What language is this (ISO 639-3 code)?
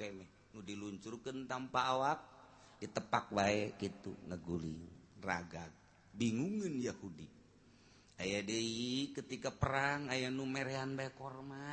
sun